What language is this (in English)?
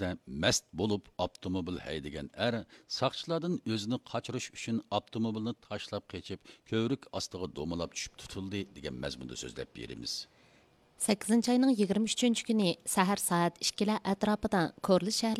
Uyghur